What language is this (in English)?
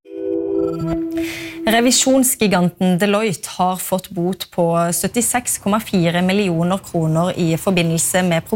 Norwegian